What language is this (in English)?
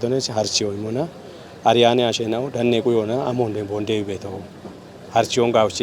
Kafa